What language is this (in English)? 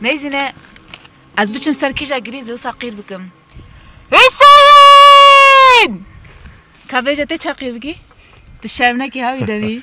Kurdish